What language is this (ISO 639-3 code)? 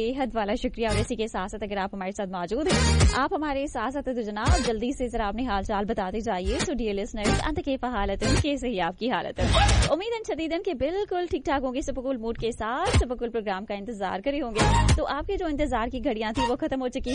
urd